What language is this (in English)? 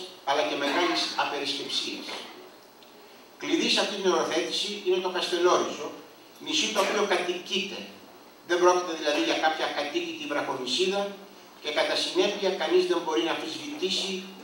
Greek